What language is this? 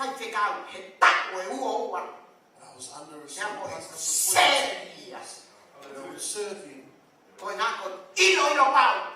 Tongan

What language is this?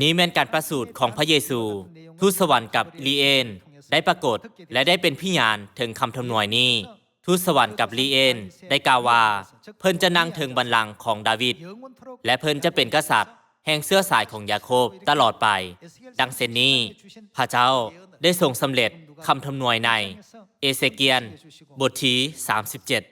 Lao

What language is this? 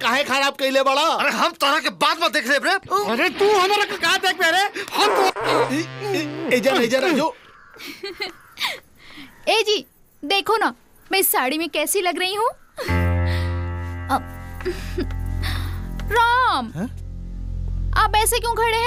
Bhojpuri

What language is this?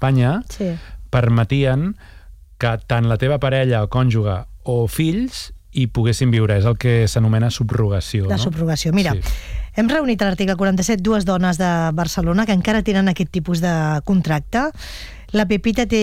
Catalan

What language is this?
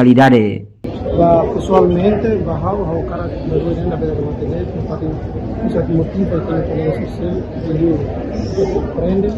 Tetum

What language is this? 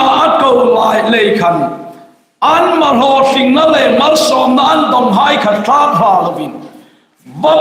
Hmar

